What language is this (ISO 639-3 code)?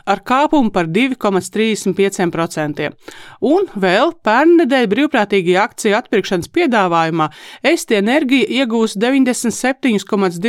lav